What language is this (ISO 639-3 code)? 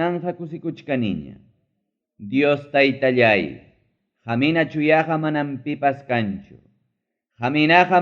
quy